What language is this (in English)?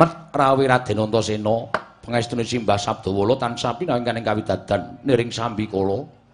Javanese